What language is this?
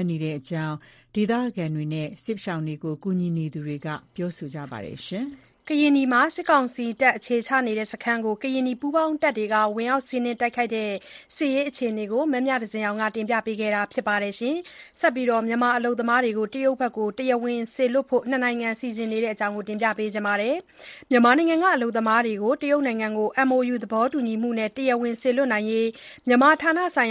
Burmese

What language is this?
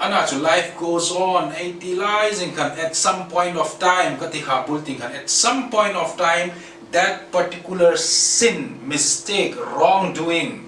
Hmar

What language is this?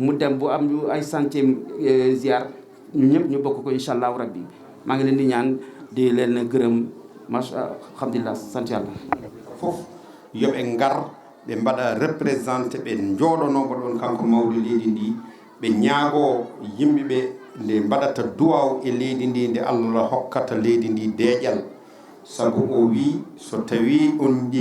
Fula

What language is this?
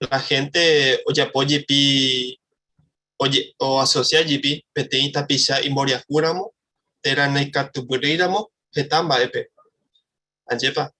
Guarani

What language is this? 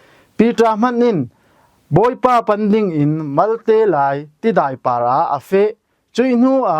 Falam Chin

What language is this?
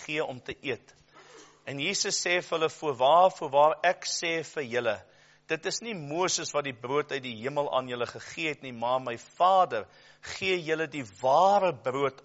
Afrikaans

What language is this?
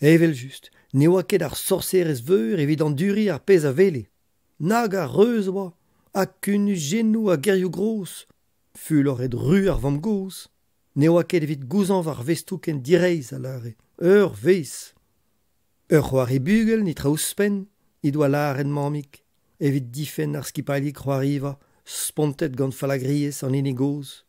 Breton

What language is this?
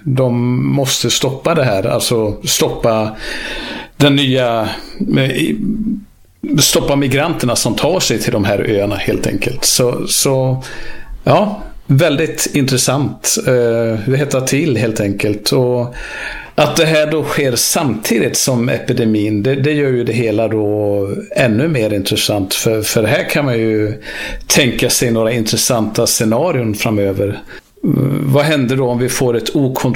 Swedish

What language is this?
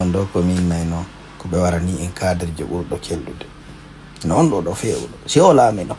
Fula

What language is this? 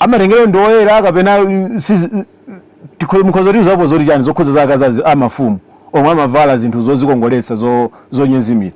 Nyanja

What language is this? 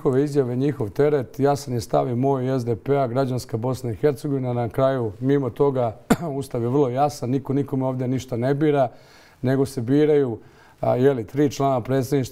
Bosnian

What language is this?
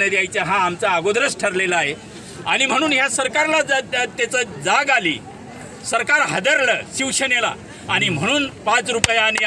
Marathi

